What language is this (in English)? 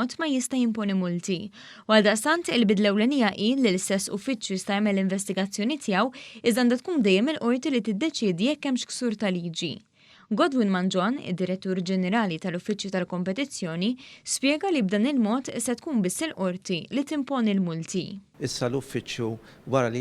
Maltese